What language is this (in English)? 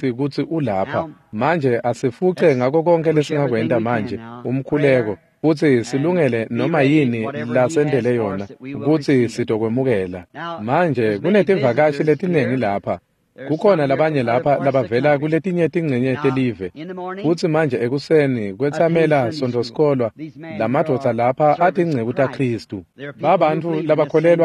Swati